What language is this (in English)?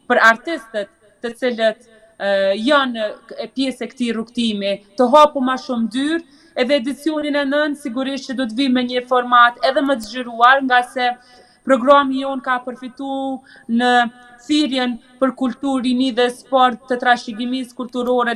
Albanian